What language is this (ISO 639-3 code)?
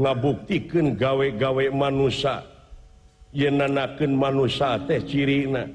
sun